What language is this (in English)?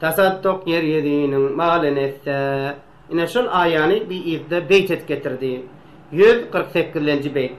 Turkmen